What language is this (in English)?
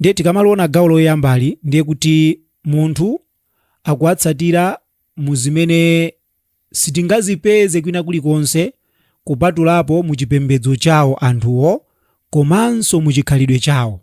Nyanja